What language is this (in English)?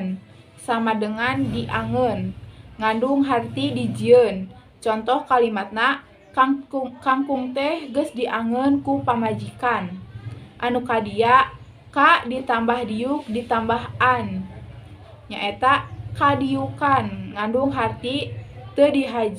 Sundanese